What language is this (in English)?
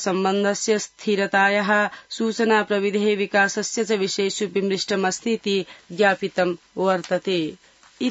Sanskrit